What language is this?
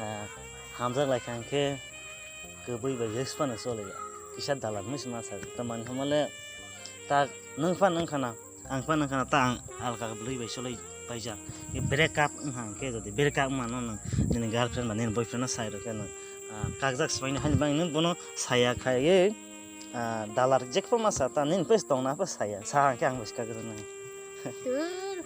Kok Borok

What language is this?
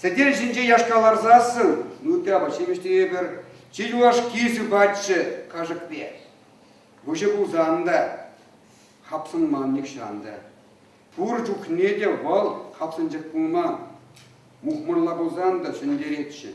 Chuvash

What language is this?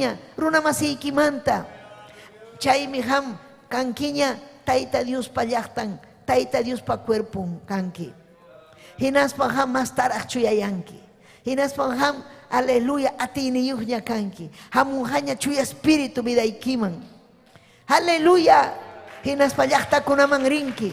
Ayacucho Quechua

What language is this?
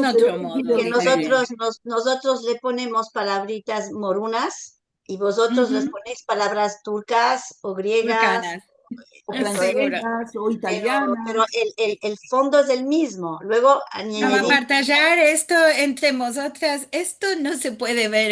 Ladino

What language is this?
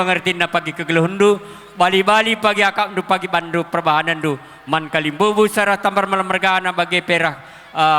Batak Karo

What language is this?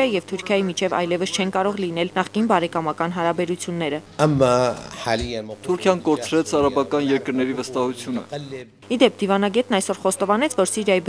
Armenian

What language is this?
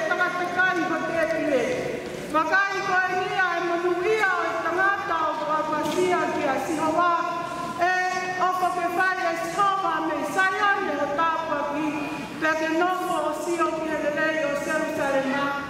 Tongan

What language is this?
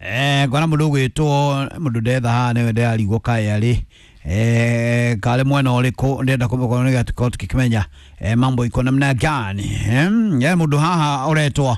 Kikuyu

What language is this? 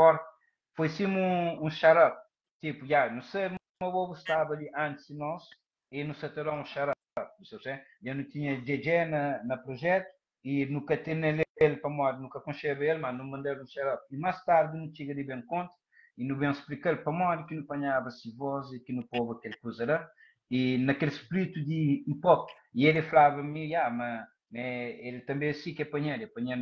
Kabuverdianu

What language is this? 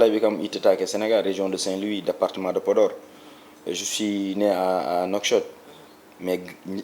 Fula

